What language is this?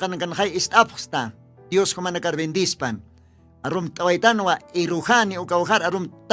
Aymara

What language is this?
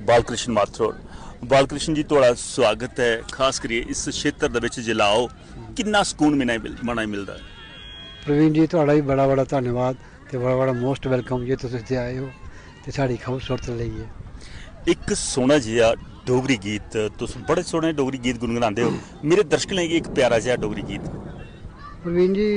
Dogri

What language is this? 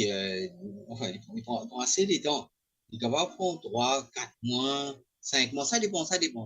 Morisyen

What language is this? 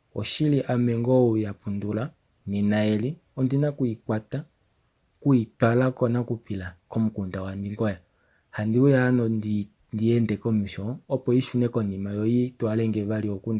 Kuanyama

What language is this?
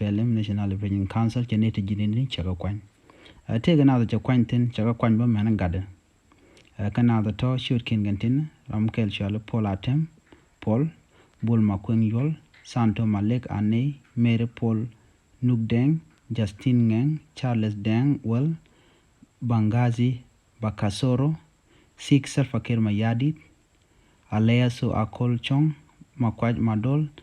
Nuer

